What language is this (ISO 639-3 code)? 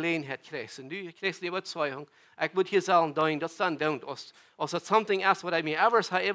pdt